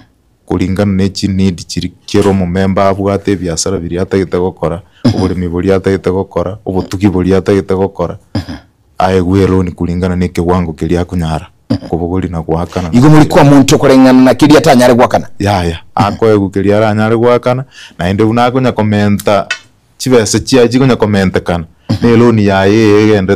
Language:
Gusii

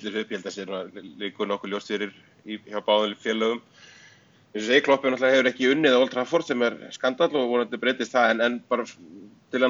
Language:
Icelandic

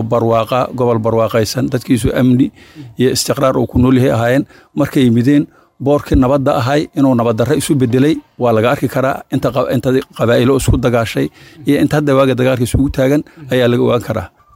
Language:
Somali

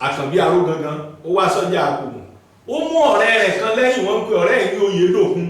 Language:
Yoruba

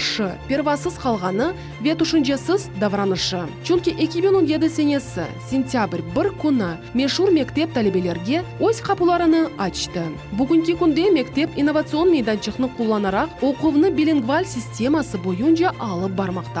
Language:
Crimean Tatar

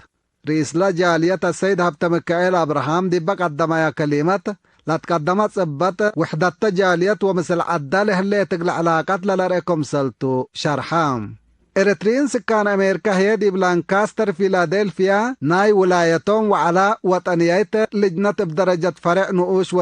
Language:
Tigre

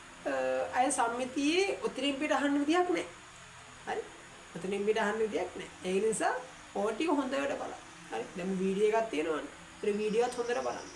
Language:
Sinhala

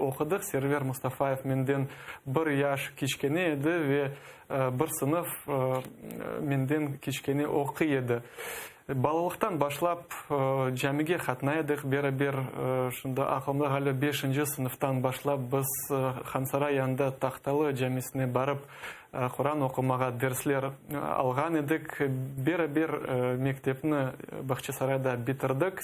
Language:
Crimean Tatar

